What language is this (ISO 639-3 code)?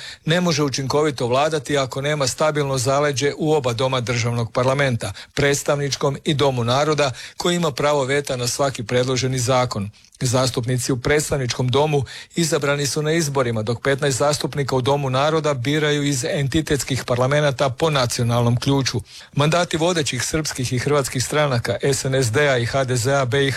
hrv